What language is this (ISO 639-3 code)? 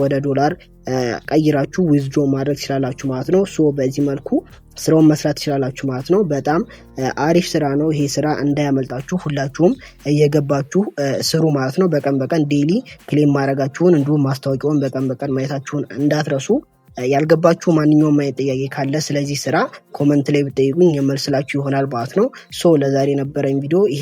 amh